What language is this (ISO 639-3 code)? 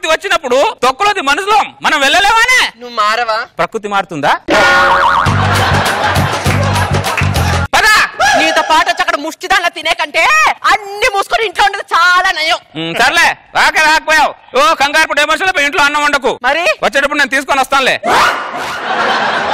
tel